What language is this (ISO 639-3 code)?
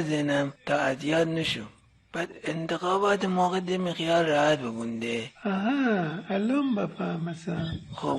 glk